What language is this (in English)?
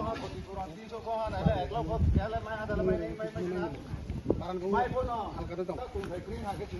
Kok Borok